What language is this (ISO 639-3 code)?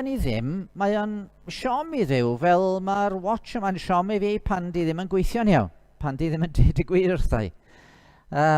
cym